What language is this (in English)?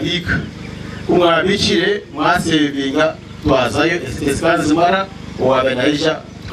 Nyankole